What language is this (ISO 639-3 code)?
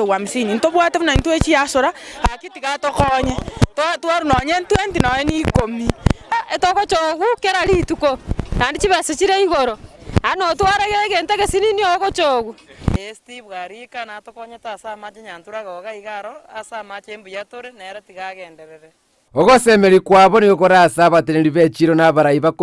guz